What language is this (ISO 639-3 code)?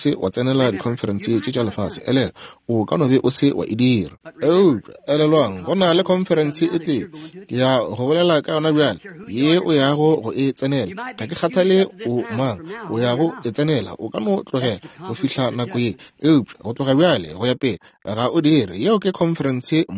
nso